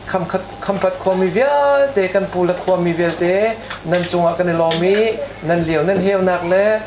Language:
Hakha Chin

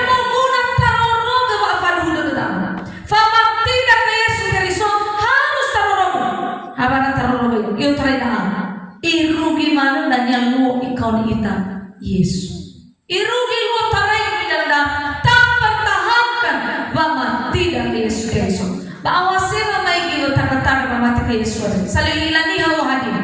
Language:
Nias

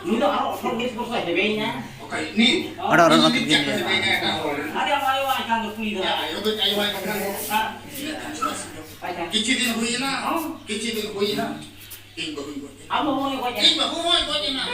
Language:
Santali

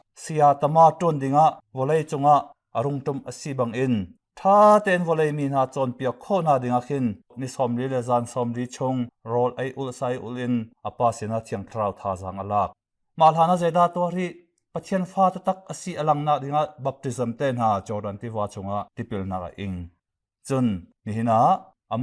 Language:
Hakha Chin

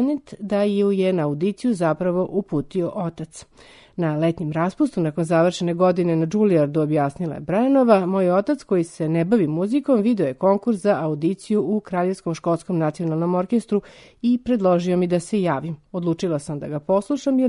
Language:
Serbian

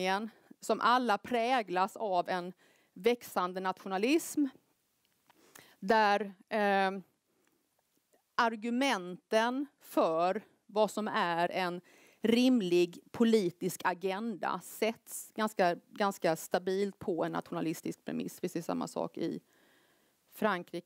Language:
Swedish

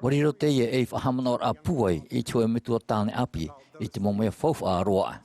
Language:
Tahitian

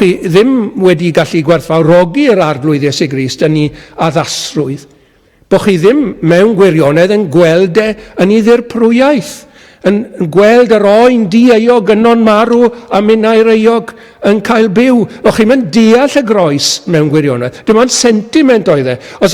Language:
Welsh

